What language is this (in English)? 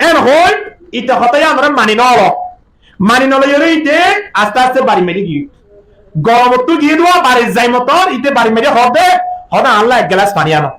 Rohingya